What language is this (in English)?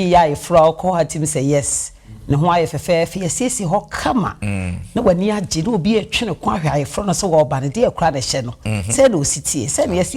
Akan